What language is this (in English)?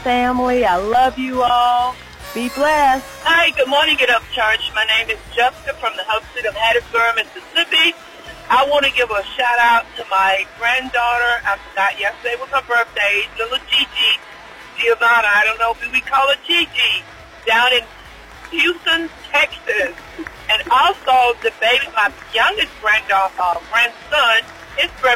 English